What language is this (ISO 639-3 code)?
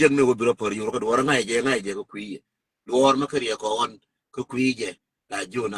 nus